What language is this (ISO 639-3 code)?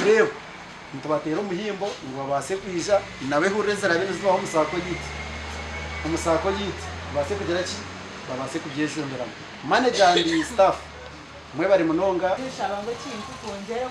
nyn